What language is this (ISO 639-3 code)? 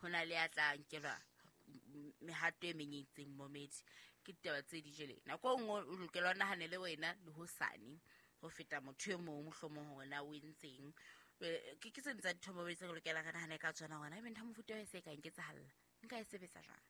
sot